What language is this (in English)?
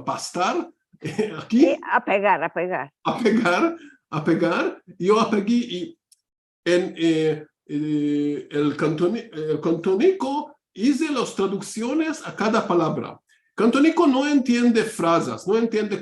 Ladino